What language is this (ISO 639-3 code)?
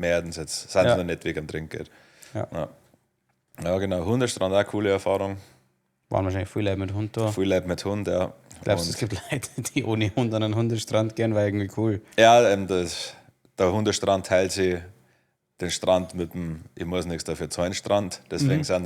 bar